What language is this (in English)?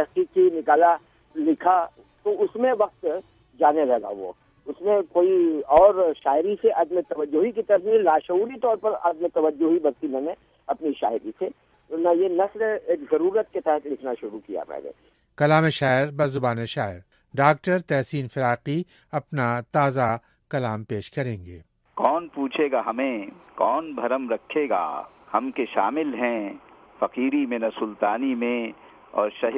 Urdu